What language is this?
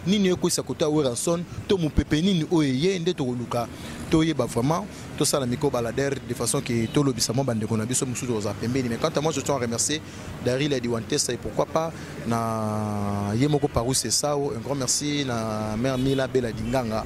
Lingala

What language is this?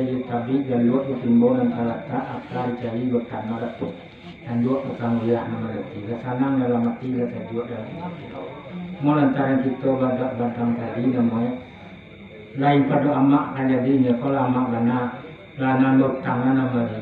Minangkabau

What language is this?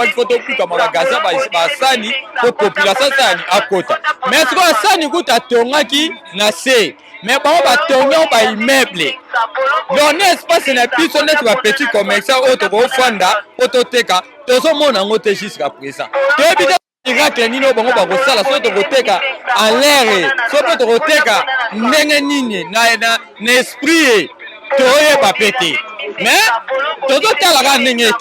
Lingala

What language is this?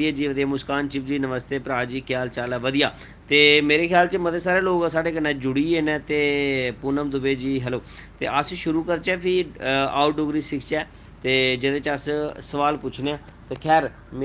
Dogri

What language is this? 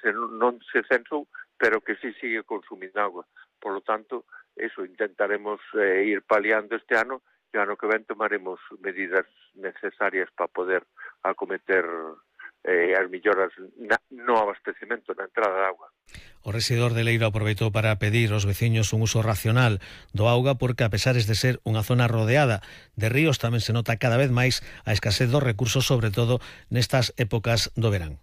Galician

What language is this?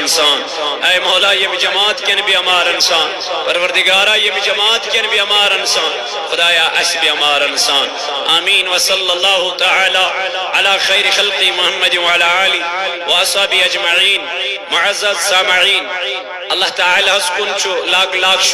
Kashmiri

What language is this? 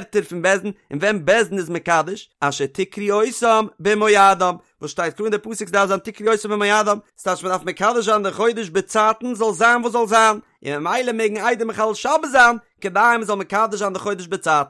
Yiddish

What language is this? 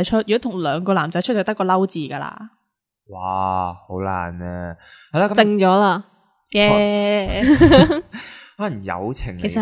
Cantonese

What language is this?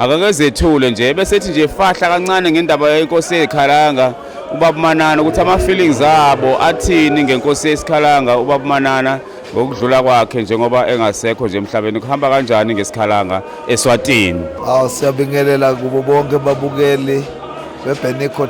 Zulu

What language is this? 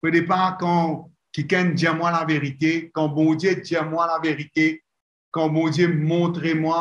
Morisyen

